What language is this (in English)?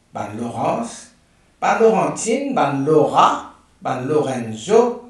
Morisyen